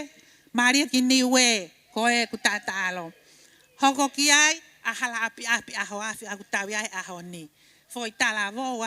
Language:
Tongan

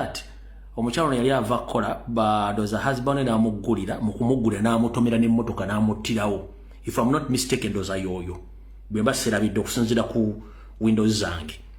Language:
Ganda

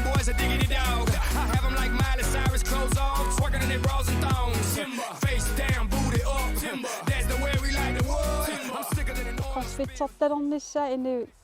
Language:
Kalaallisut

